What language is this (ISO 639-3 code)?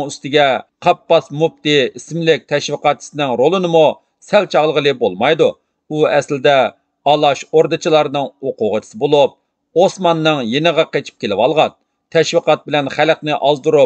uig